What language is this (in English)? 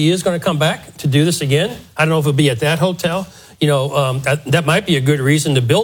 English